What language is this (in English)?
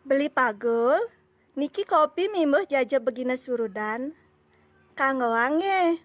Balinese